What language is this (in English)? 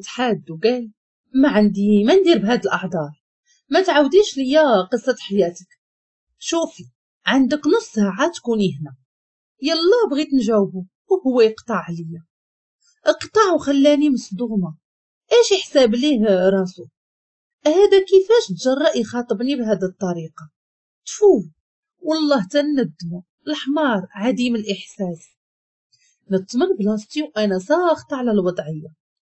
Moroccan Arabic